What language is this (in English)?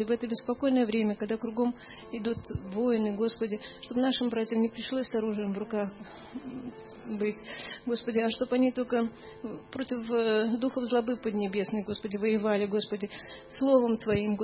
Russian